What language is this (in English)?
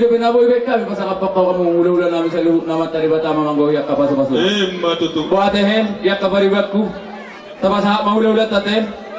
Batak Toba